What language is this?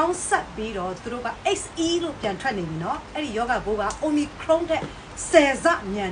Burmese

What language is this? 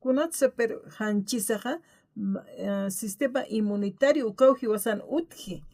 Aymara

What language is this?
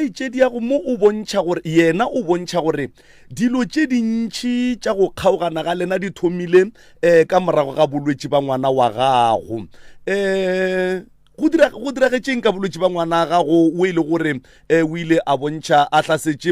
Northern Sotho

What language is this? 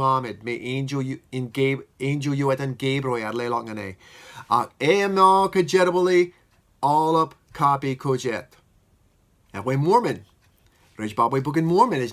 Marshallese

